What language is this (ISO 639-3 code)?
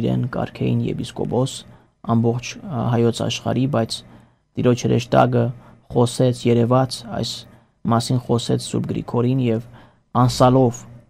hye